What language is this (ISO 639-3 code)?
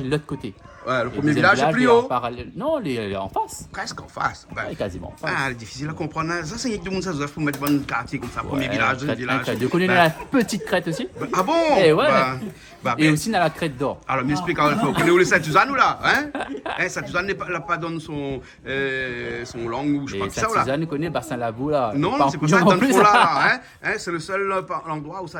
rcf